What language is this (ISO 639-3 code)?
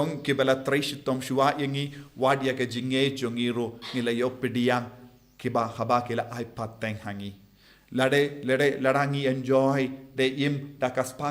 kha